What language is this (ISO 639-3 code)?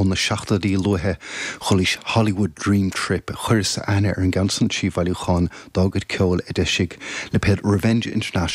gle